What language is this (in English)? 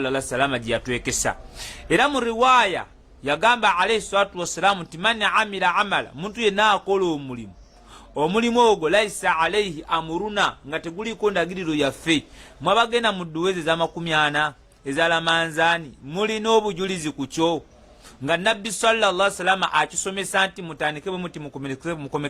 Ganda